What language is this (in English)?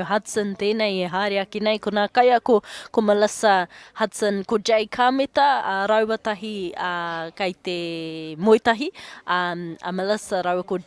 Māori